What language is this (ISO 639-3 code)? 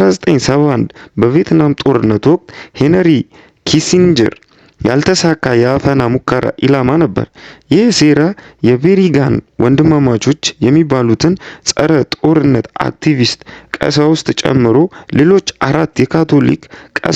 amh